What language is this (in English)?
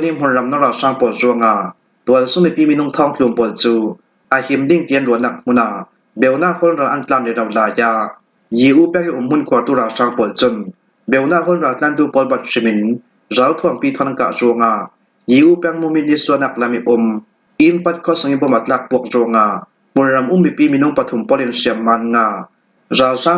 Falam Chin